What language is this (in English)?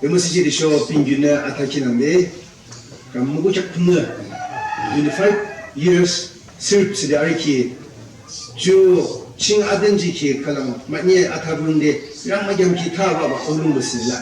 Yimchungru Naga